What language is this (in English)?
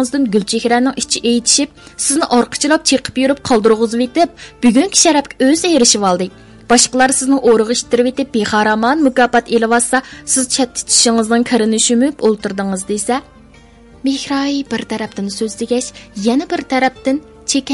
Uyghur